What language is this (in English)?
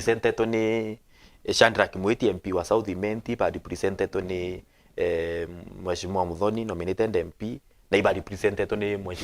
Meru